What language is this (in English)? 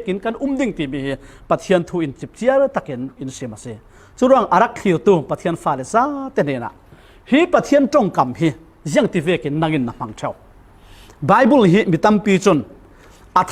Falam Chin